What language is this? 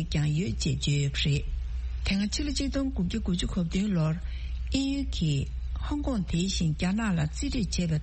Tibetan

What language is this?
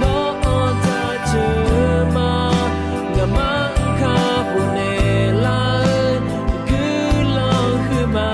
Akha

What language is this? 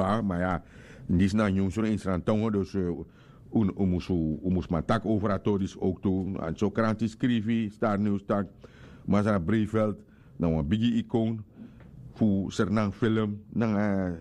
Sranan Tongo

